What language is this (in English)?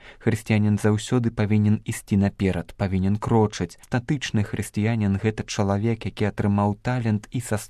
Belarusian